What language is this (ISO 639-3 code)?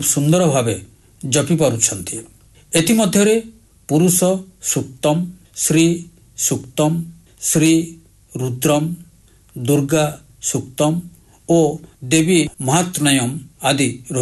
ori